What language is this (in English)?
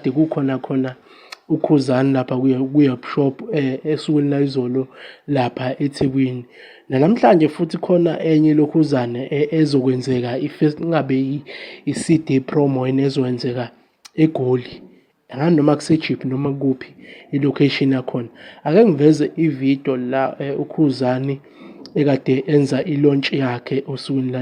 Zulu